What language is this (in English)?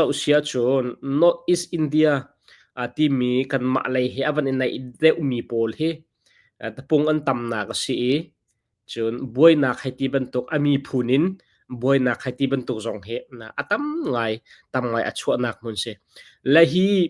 Hakha Chin